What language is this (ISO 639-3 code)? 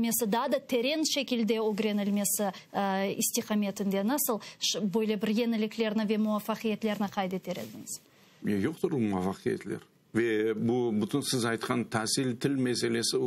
crh